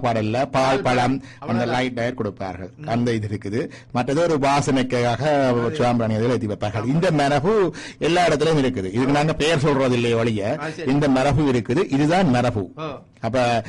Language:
Tamil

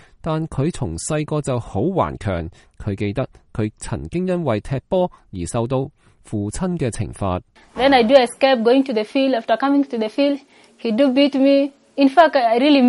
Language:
Cantonese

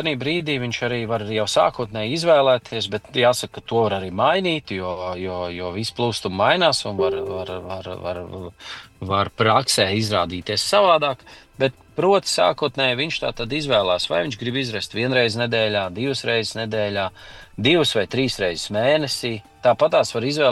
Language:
Latvian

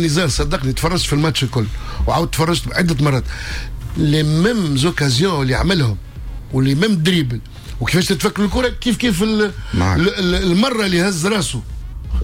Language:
Tunisian Arabic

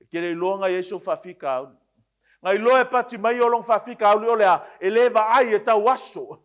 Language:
Samoan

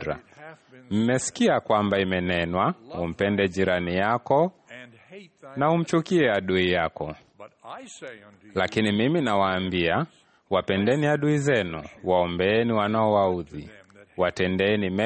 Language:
Swahili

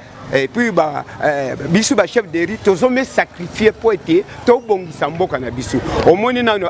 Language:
Lingala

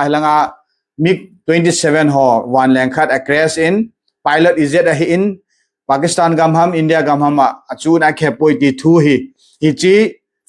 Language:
Thado Chin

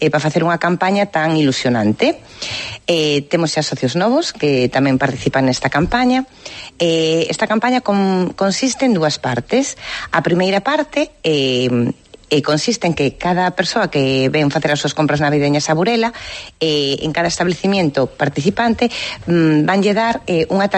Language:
Galician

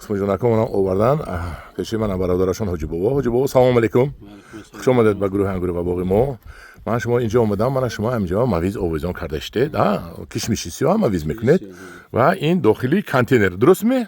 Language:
Tajik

